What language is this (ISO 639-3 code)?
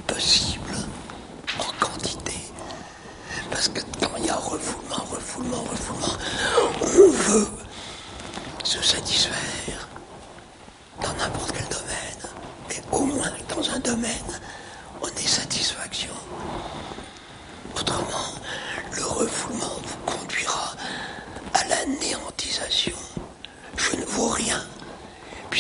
fra